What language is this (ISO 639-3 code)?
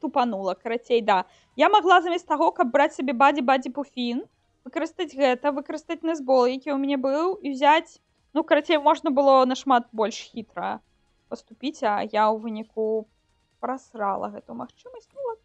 bel